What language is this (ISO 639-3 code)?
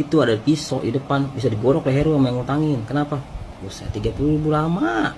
bew